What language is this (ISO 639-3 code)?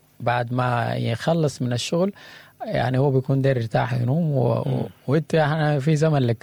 apd